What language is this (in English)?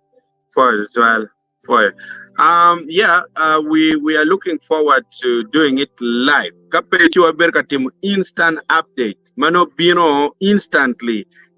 Acoli